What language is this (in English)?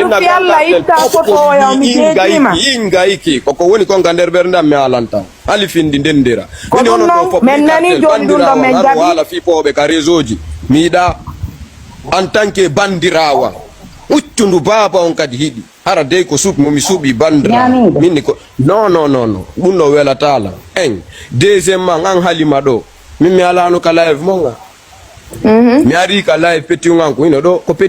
Fula